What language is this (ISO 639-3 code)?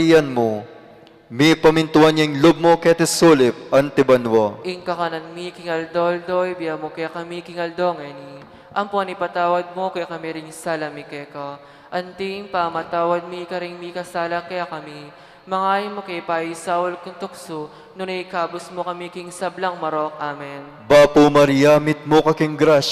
pam